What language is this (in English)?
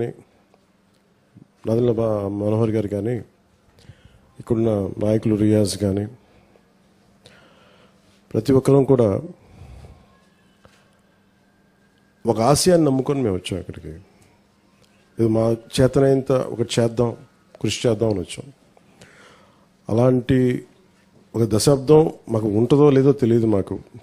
Telugu